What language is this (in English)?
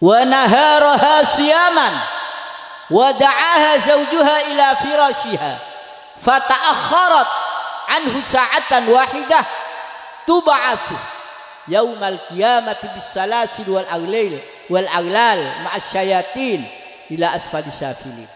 Madurese